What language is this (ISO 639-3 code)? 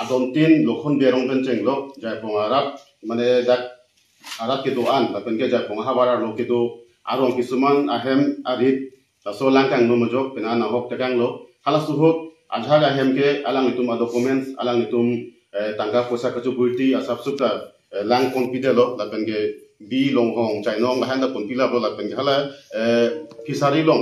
mjw